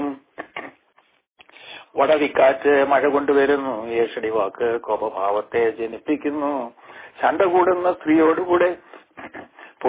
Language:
Malayalam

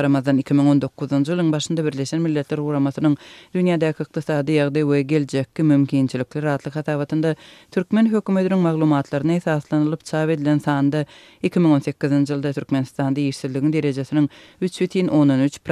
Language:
Turkmen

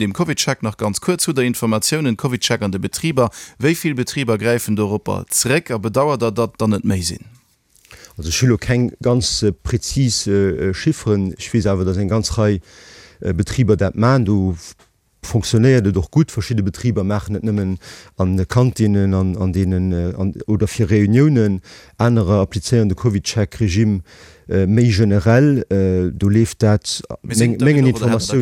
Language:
Luxembourgish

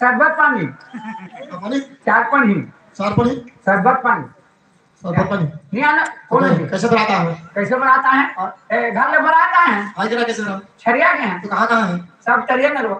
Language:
Chhattisgarhi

